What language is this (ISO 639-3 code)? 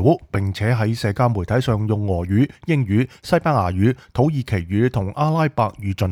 yue